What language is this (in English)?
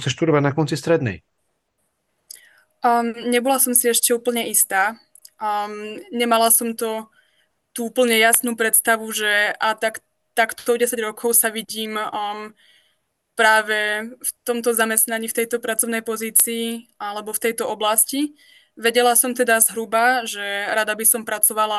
Slovak